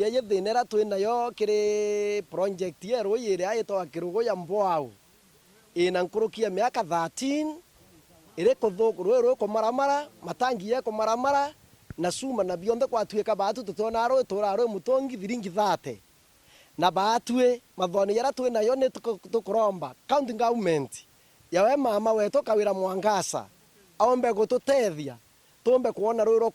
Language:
Meru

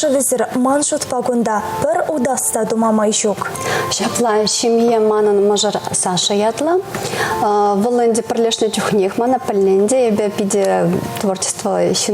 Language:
Chuvash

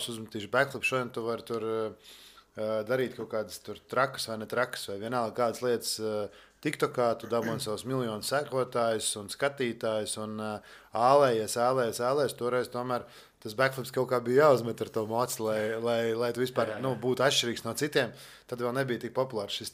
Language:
Latvian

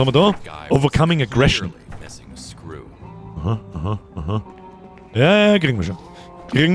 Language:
Bavarian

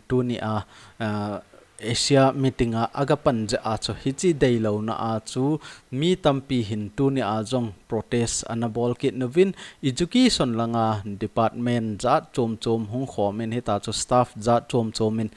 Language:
Thado Chin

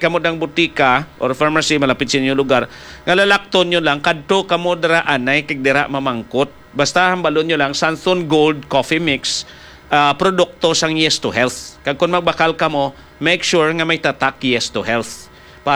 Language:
Hiligaynon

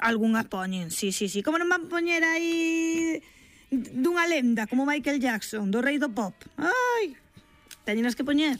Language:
Galician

